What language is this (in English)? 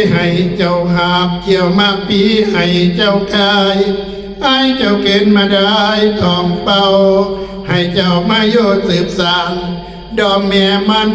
Northeastern Thai